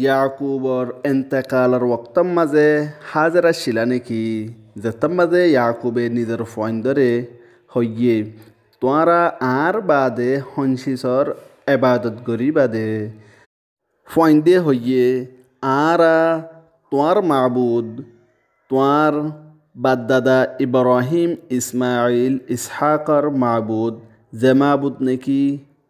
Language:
Rohingya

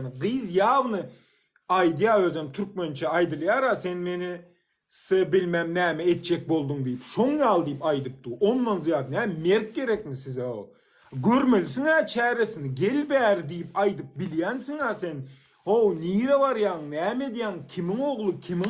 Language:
Turkmen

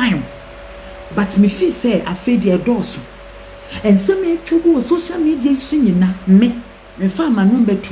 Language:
Akan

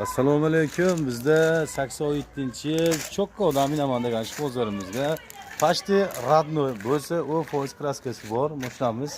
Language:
Uzbek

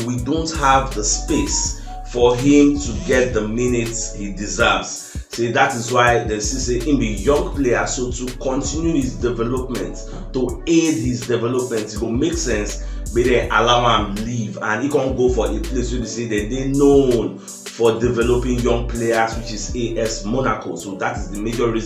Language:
Nigerian Pidgin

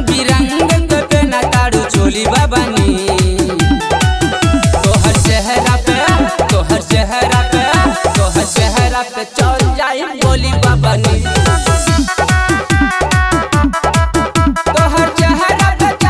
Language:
Bhojpuri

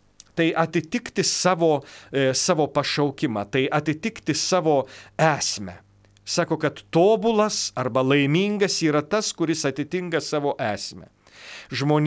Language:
Lithuanian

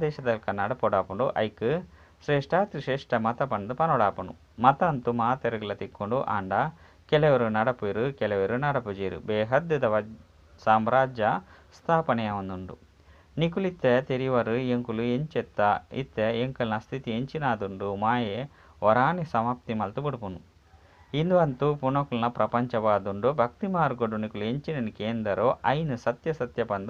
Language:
Tulu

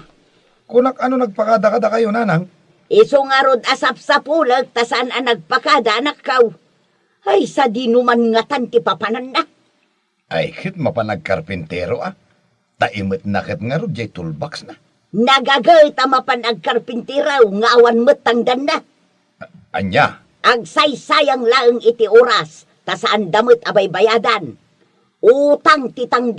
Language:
Iloko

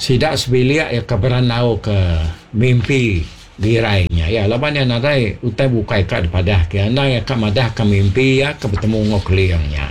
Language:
Iban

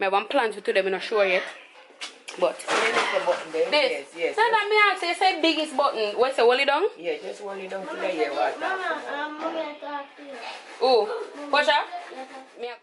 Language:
Jamaican Creole English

